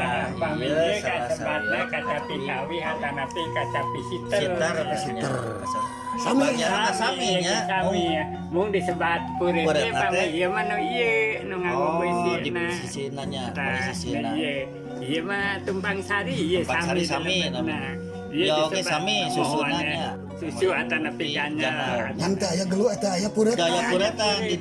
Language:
Sundanese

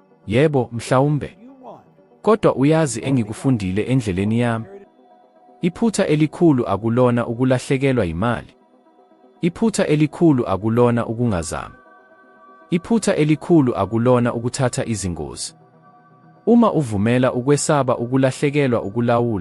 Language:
Zulu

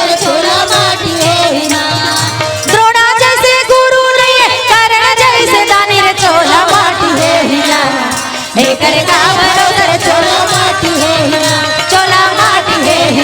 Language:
Chhattisgarhi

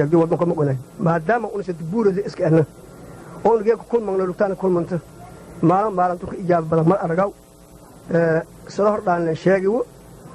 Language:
Somali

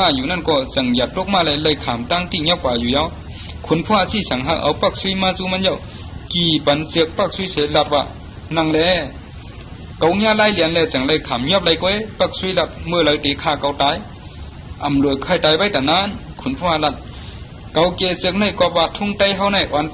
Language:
Shan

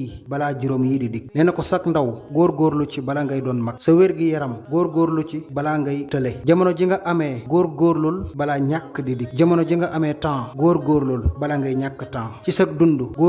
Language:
Wolof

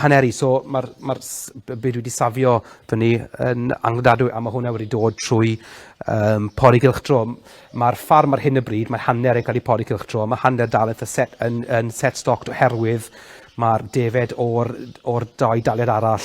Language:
Welsh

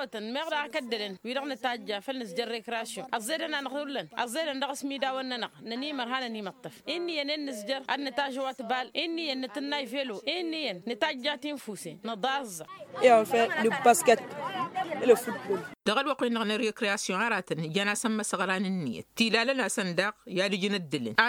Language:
Tamasheq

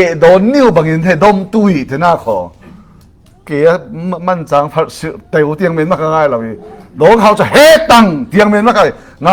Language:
Falam Chin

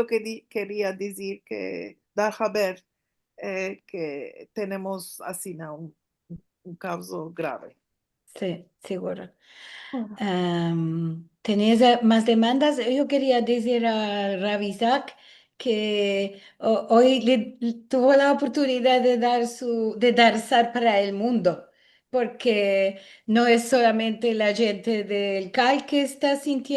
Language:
Ladino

